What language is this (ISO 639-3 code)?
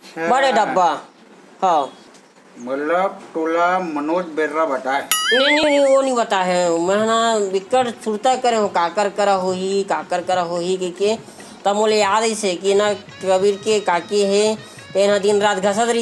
hne